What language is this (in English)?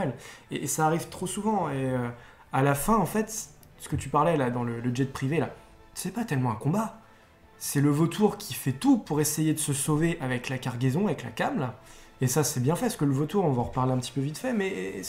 French